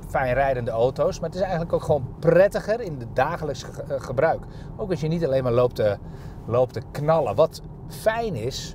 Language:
Dutch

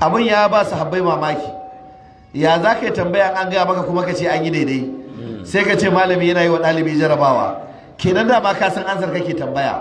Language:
Hausa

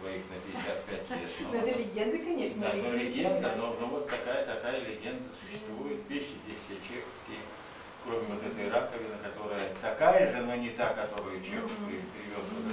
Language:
Russian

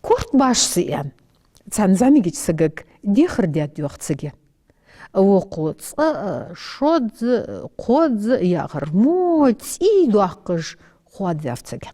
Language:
Ingush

